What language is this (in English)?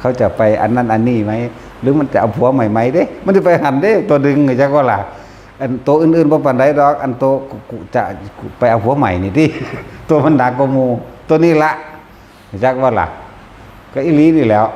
Northeastern Thai